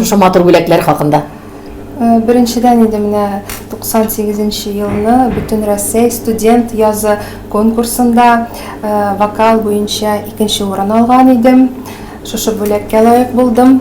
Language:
Tatar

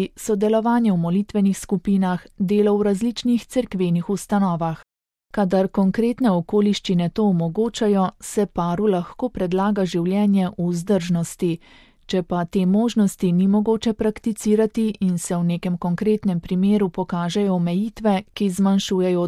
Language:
Slovenian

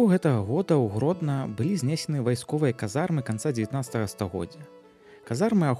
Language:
Belarusian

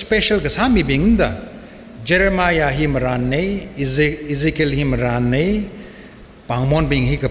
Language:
Tangkhul Naga (India)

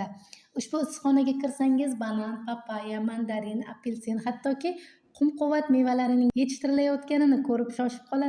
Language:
Uzbek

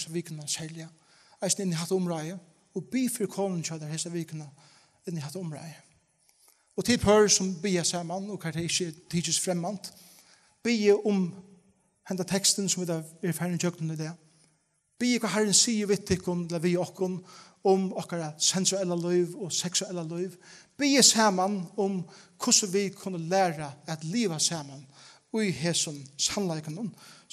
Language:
Faroese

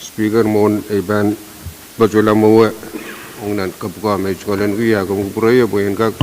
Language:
Pohnpeian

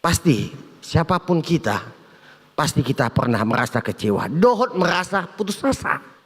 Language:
Batak Toba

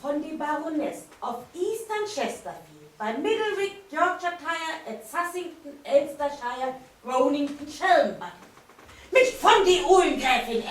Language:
Low German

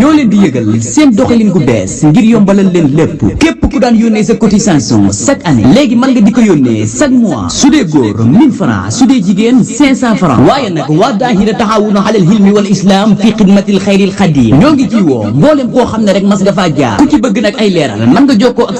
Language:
Wolof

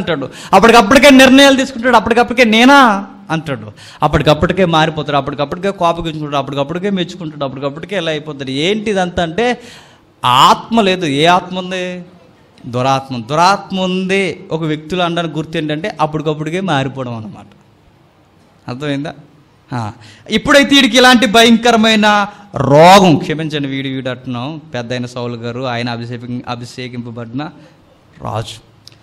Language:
Telugu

